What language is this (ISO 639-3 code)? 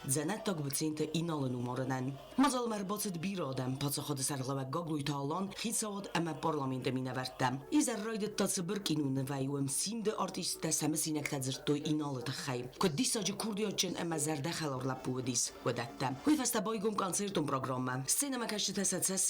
oss